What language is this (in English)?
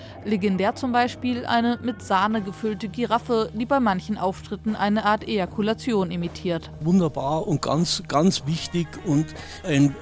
German